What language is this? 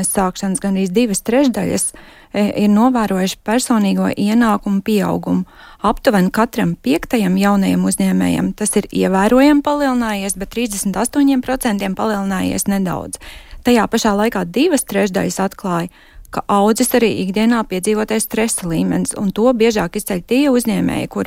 Latvian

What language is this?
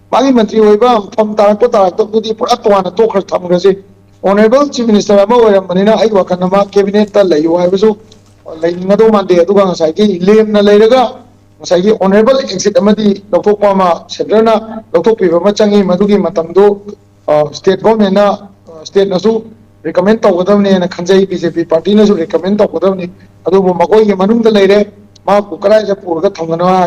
Manipuri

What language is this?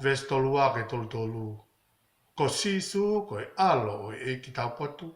Tongan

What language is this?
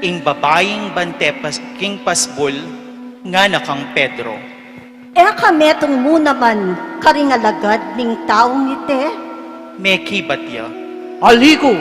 Pampanga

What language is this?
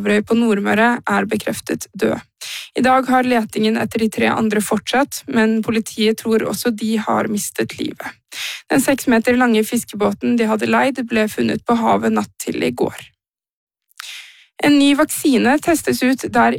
Norwegian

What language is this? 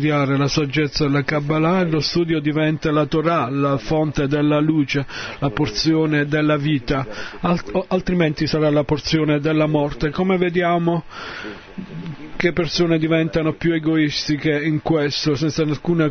Italian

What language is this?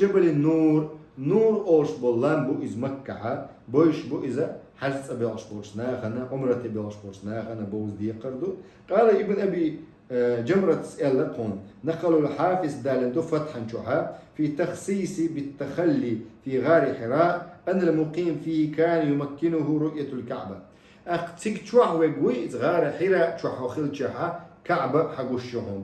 Chechen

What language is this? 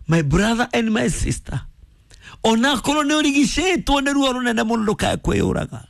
Kikuyu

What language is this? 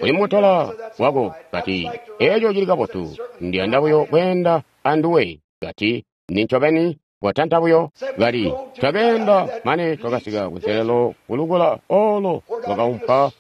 Tonga (Zambia)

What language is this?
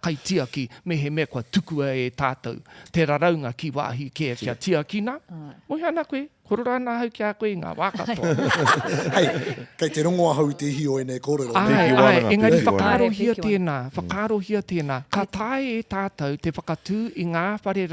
Māori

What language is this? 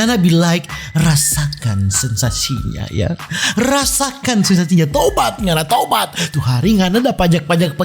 Manado Malay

